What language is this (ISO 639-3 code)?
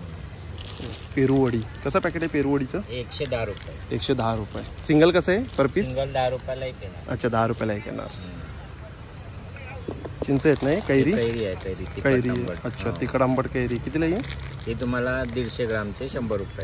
mar